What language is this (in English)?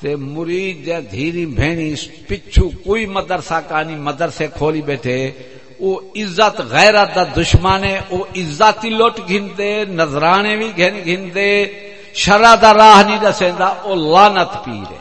Saraiki